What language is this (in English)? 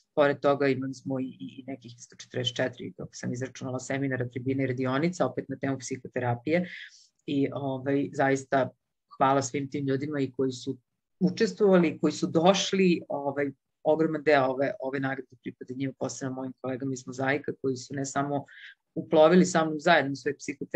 Serbian